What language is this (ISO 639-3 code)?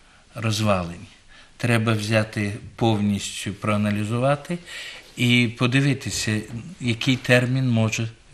ukr